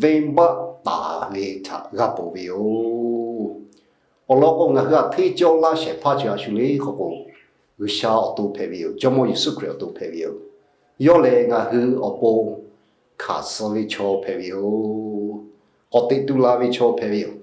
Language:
Lahu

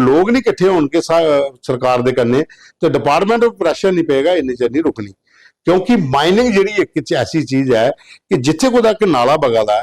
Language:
Dogri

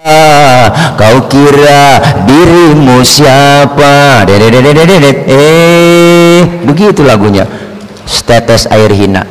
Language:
Betawi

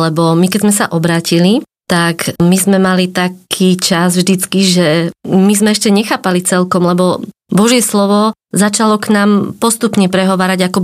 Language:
Slovak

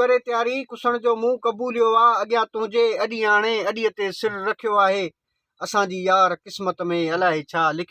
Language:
Sindhi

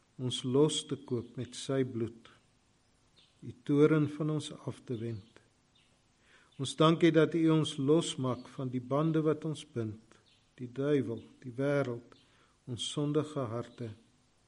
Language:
Afrikaans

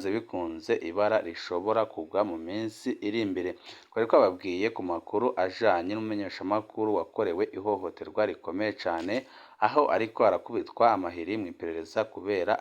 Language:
Rundi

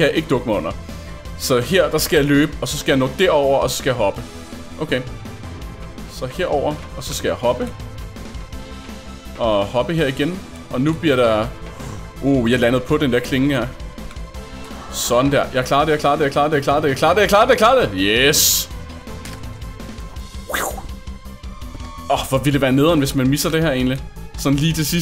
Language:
Danish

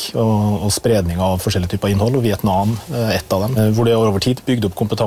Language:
Norwegian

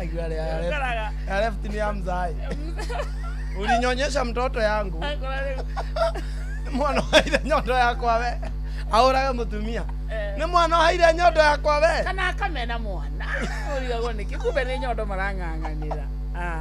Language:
Kikuyu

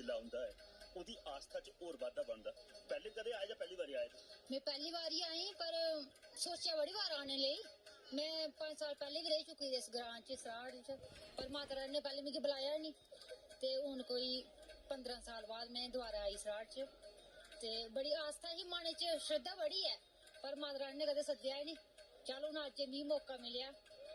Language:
Dogri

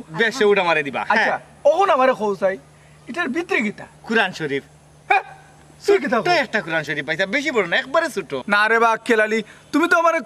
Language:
Sylheti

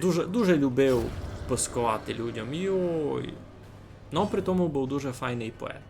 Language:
Rusyn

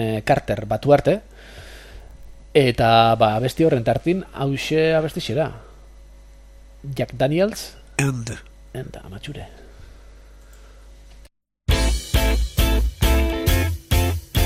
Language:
Basque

